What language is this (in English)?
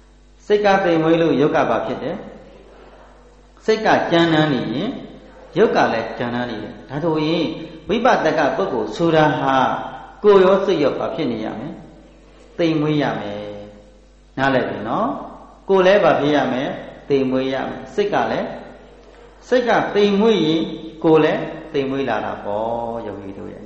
Burmese